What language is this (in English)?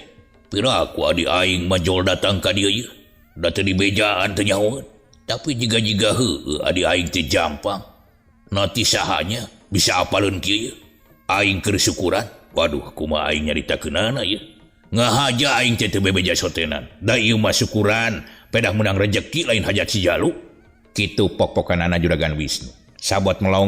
Sundanese